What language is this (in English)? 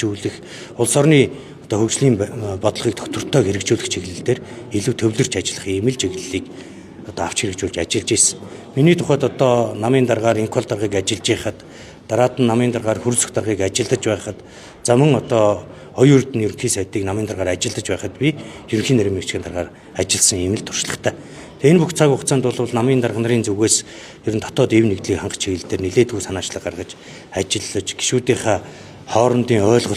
Mongolian